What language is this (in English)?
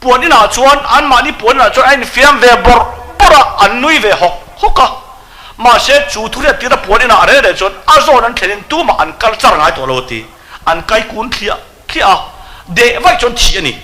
Mizo